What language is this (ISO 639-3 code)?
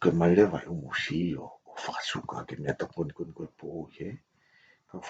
ton